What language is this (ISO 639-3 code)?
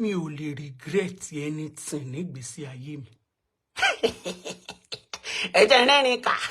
yor